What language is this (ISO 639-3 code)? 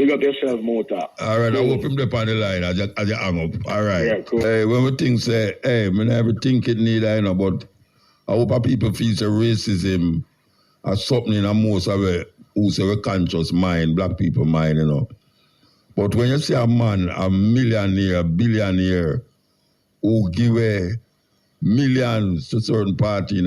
jam